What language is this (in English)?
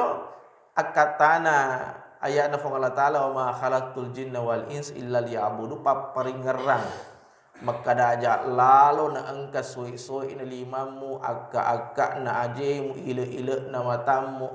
Buginese